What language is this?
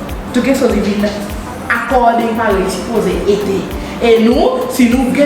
Seselwa Creole French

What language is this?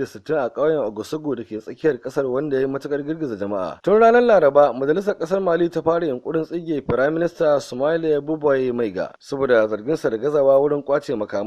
Hausa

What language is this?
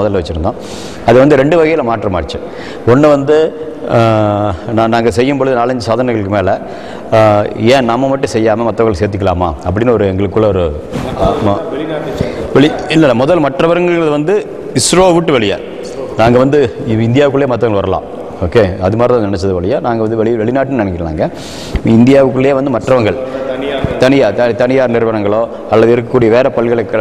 Tamil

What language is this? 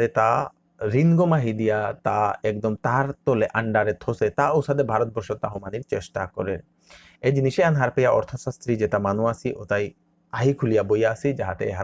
Bishnupriya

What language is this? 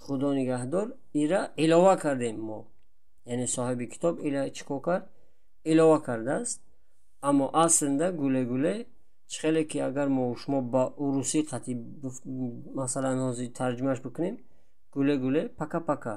Tajik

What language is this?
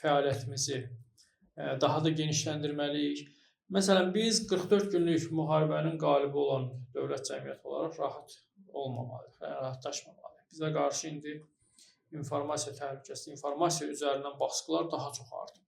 Azerbaijani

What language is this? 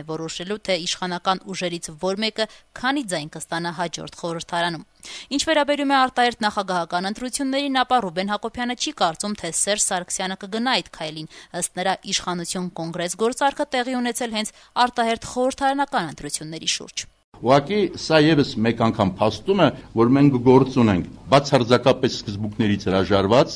Armenian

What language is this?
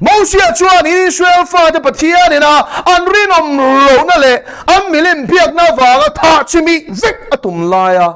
Mizo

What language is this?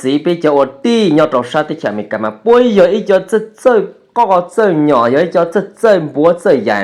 Hmong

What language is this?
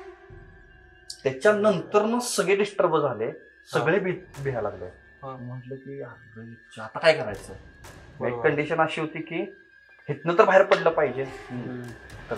Marathi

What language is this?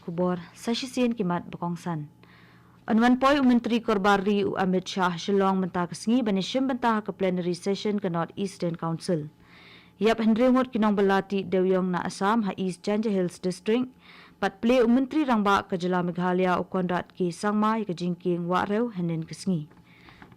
Khasi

